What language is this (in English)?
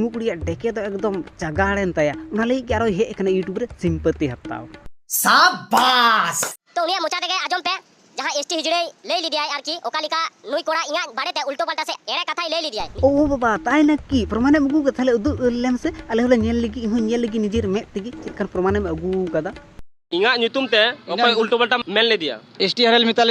Santali